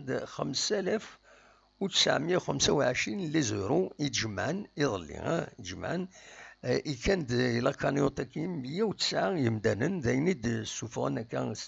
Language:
Kabyle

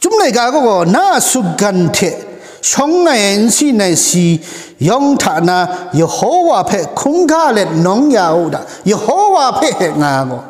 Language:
Kachin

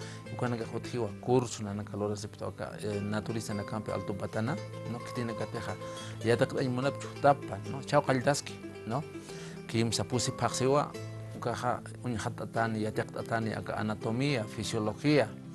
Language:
Aymara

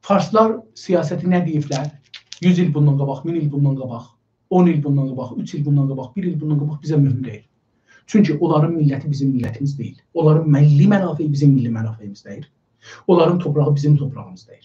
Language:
South Azerbaijani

